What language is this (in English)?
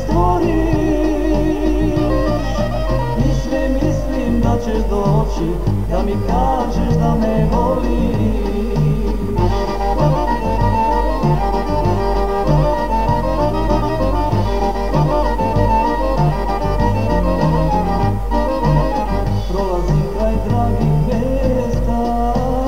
Croatian